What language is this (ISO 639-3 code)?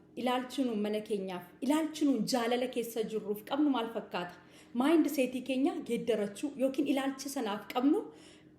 orm